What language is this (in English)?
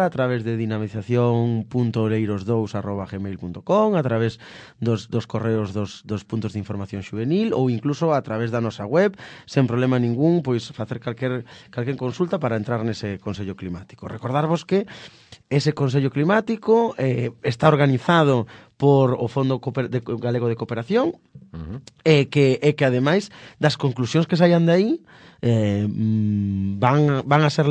Galician